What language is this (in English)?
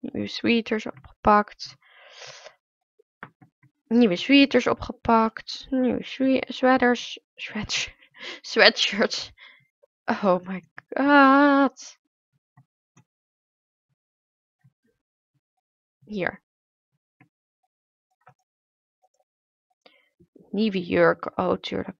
Dutch